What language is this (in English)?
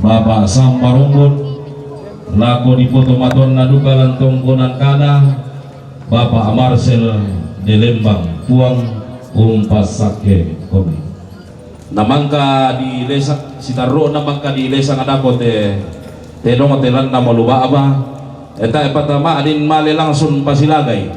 Toraja-Sa'dan